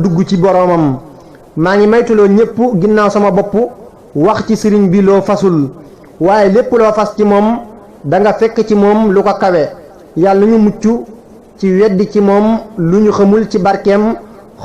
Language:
Wolof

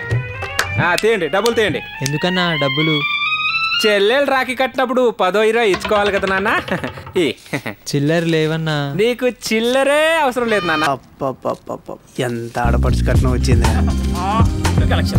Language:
Telugu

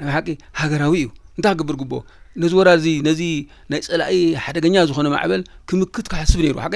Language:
Tigrinya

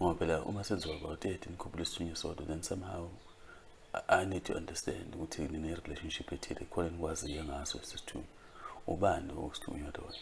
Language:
Zulu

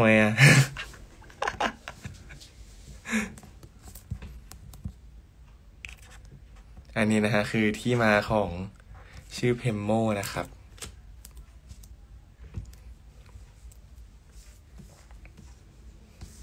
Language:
Thai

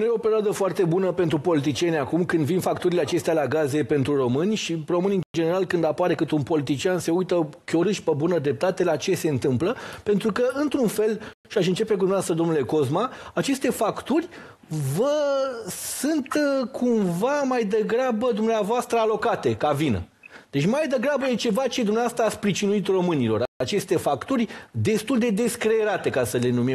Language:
Romanian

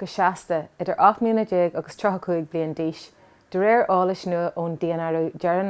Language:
Irish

